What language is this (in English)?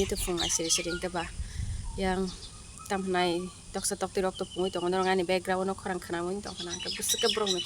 Kok Borok